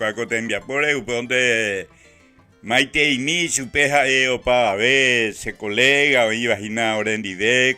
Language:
Guarani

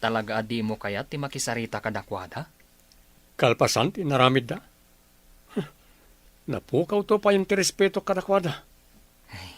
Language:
Iloko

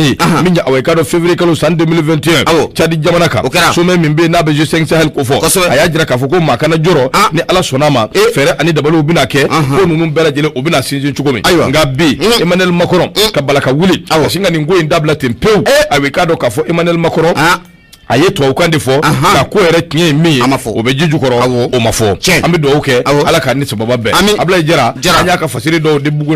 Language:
Bambara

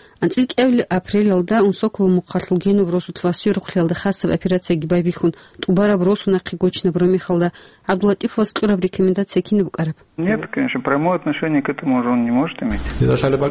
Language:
Avaric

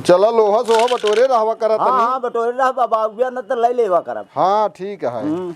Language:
Awadhi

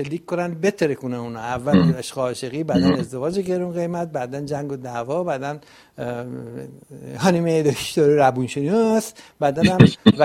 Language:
Persian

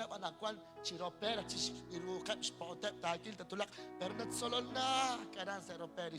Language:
Kekchí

